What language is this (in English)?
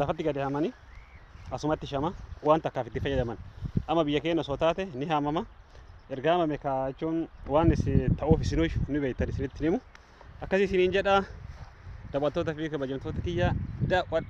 Oromo